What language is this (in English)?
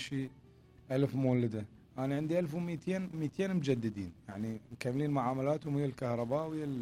Mesopotamian Arabic